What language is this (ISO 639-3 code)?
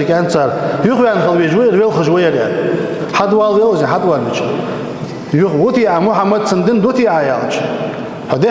inh